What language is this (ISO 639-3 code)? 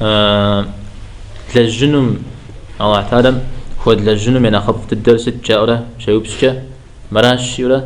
kbd